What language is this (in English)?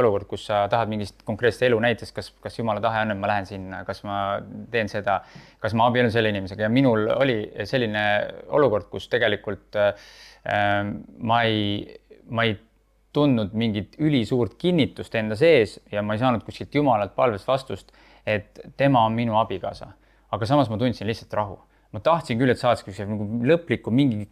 Estonian